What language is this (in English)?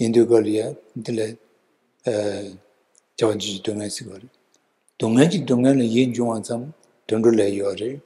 Tibetan